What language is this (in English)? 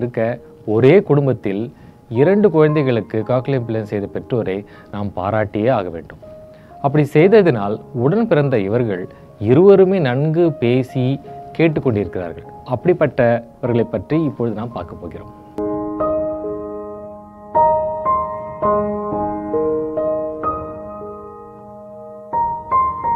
Tamil